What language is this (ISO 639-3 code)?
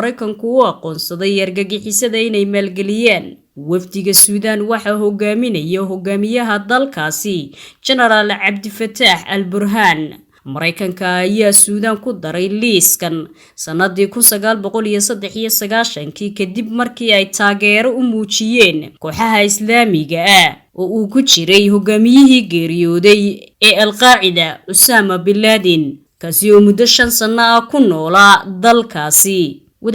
som